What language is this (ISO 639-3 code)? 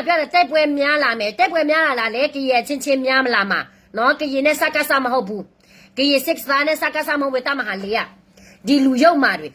ksw